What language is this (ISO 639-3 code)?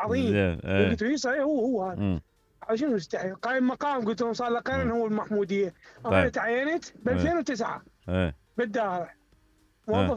acm